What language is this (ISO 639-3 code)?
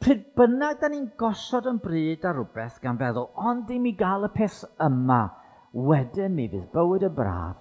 cym